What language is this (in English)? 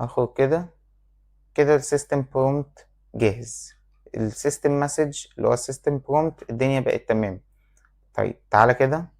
Egyptian Arabic